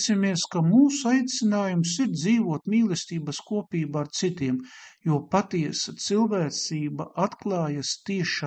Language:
Latvian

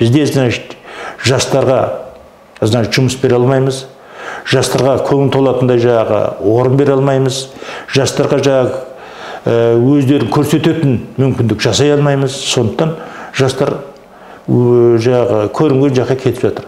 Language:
Kazakh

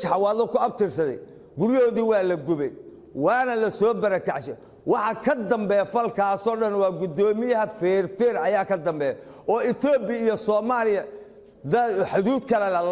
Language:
Somali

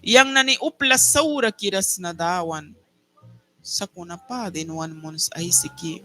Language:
Mískito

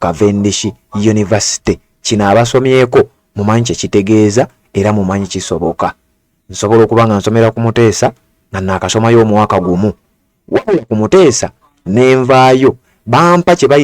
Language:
Ganda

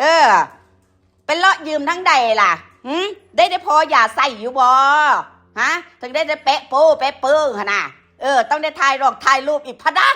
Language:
Northeastern Thai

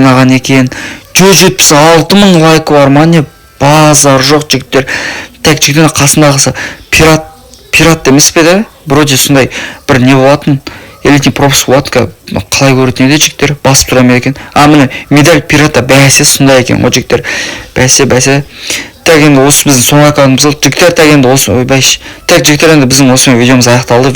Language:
Kazakh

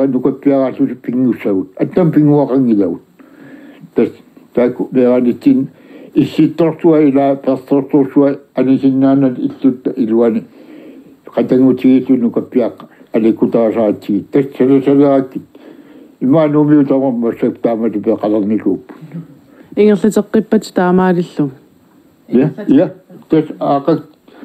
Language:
Kalaallisut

